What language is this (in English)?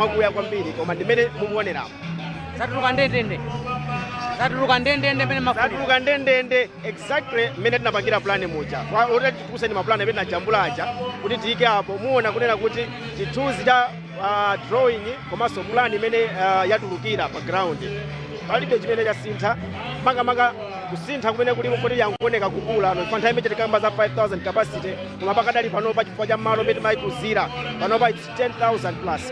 Nyanja